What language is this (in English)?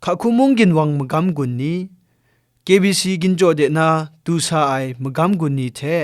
Kachin